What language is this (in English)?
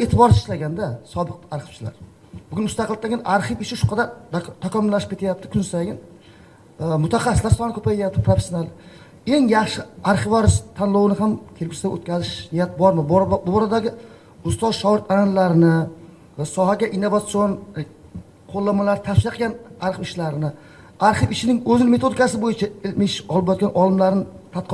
Uzbek